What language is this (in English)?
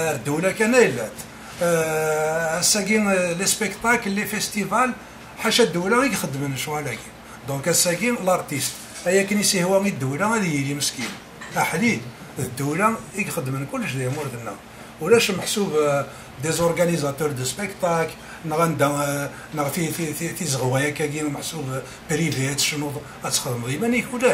Kabyle